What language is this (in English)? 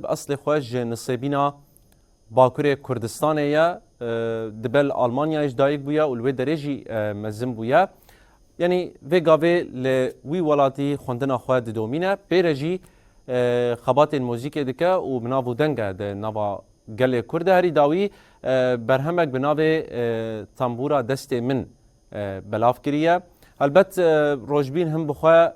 Kurdish